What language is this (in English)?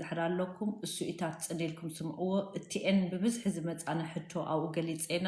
Tigrinya